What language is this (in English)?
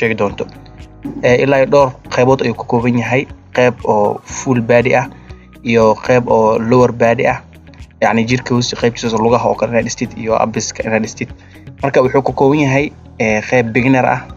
Somali